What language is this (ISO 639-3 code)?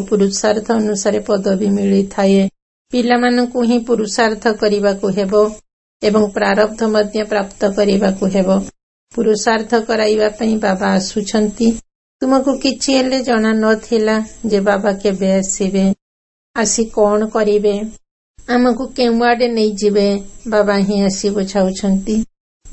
ori